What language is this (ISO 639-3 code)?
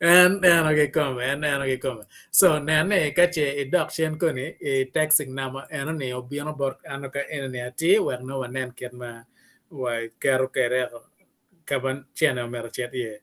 ach